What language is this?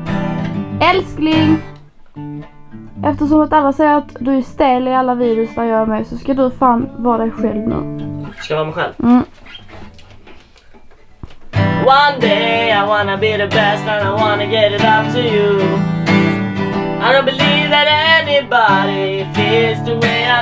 Swedish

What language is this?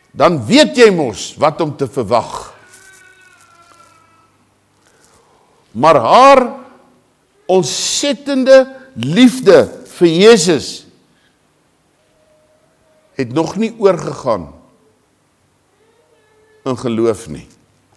Afrikaans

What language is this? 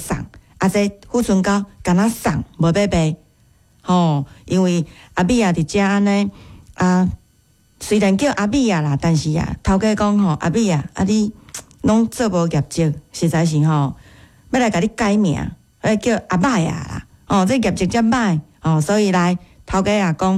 Min Nan Chinese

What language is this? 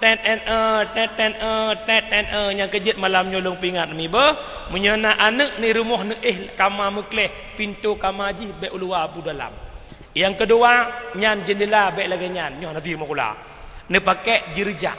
Achinese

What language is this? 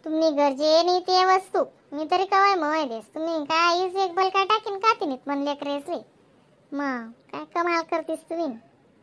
Khandesi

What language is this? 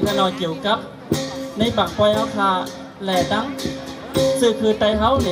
Shan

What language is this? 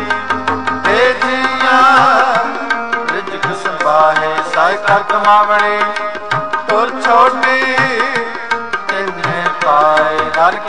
Punjabi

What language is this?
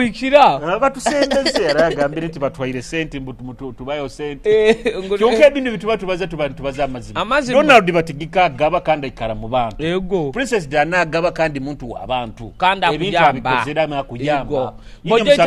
Nyoro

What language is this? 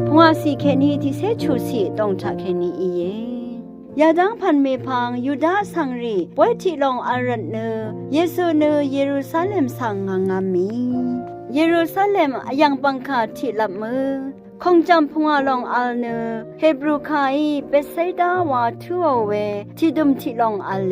Rawang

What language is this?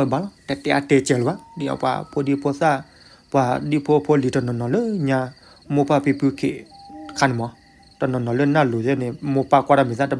S'gaw Karen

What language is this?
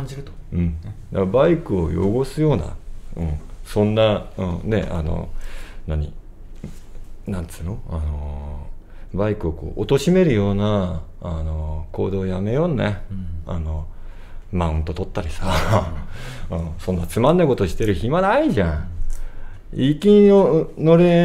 Japanese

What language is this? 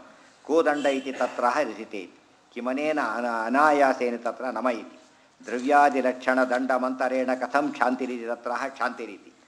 Kannada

